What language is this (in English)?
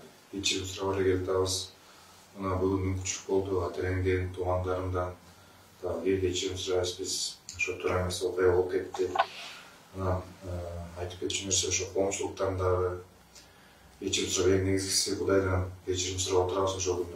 Kyrgyz